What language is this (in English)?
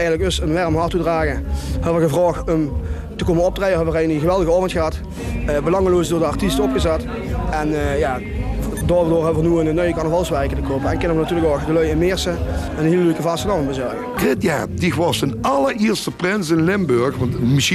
Limburgish